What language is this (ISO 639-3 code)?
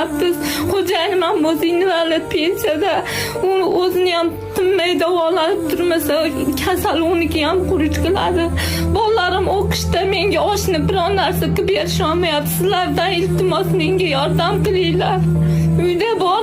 uzb